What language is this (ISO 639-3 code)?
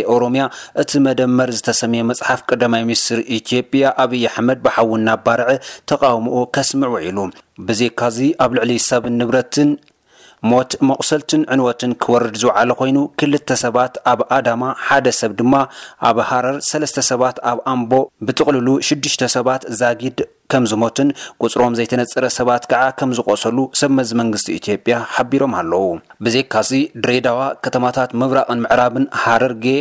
tir